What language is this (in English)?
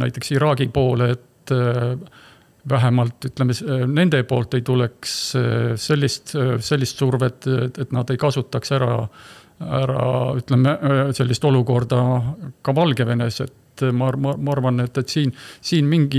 Estonian